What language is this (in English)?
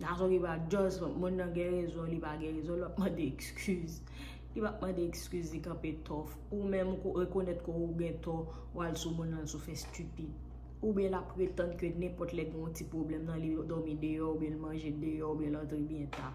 Haitian Creole